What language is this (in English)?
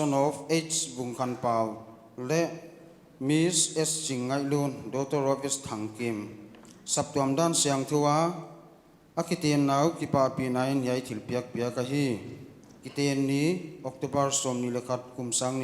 Paite Chin